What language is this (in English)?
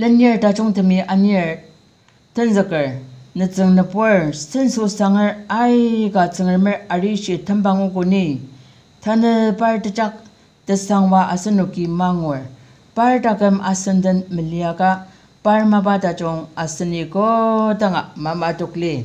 Ao Naga